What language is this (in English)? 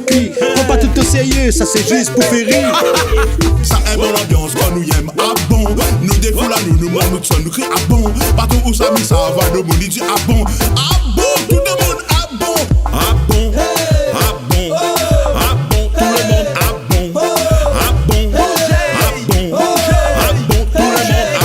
Réunion Creole French